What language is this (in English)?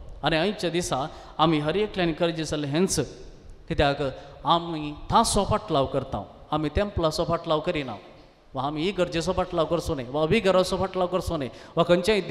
Konkani